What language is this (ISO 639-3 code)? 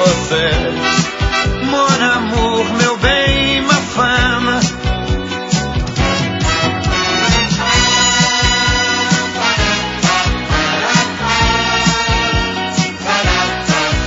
por